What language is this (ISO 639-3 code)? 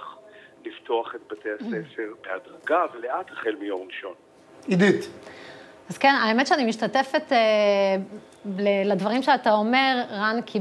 heb